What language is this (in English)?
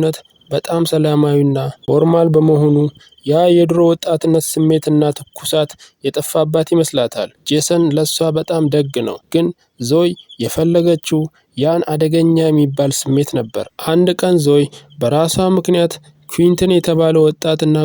Amharic